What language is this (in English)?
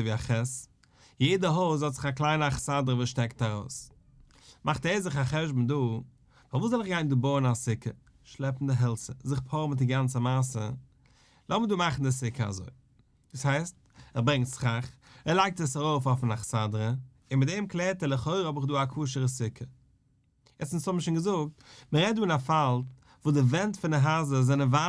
Yiddish